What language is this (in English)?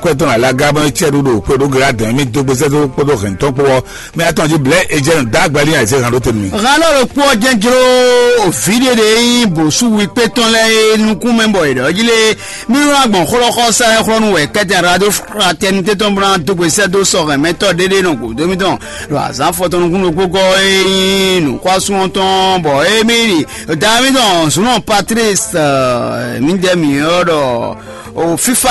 Fon